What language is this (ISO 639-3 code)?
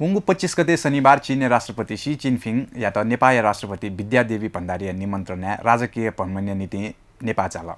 new